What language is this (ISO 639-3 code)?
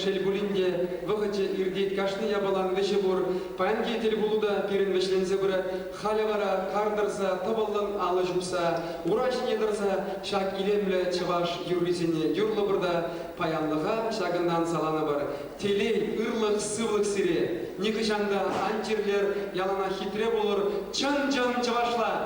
chv